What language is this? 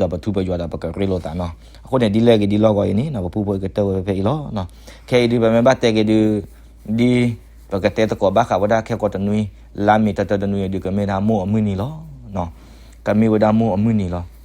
S'gaw Karen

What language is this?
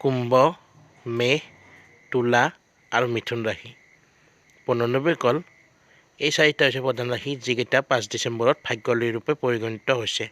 Assamese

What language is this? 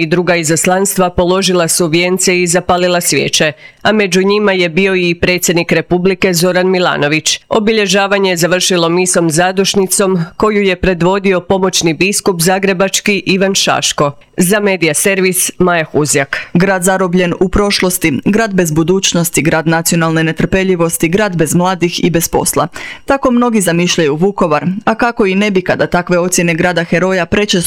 Croatian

